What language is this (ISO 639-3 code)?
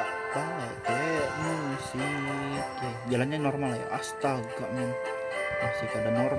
bjn